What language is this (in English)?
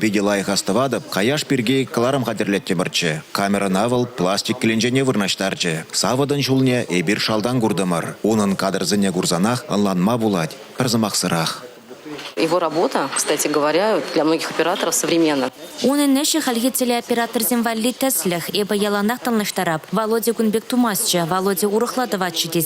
Chuvash